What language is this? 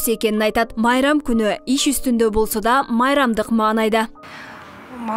Kyrgyz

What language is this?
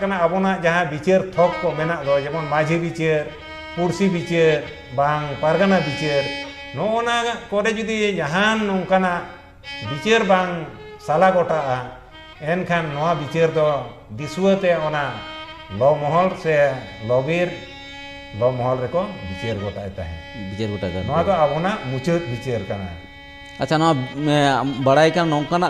Santali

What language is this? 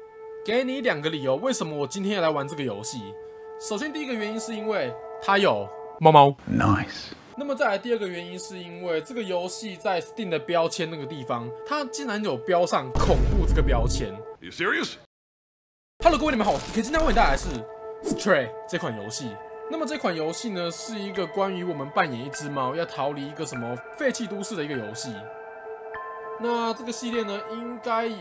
Chinese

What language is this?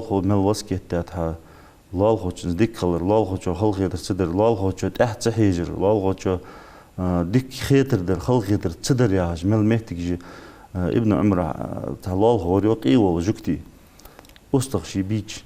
Ingush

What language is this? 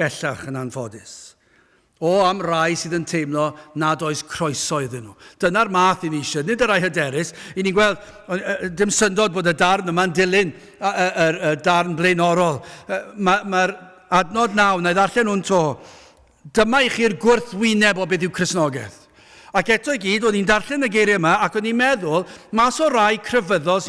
Welsh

